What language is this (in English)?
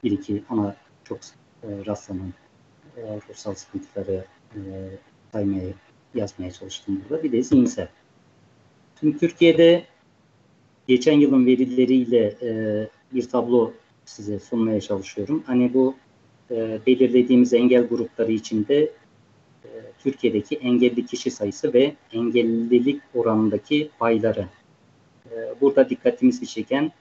Turkish